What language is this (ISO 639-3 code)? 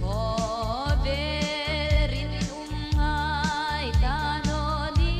hmr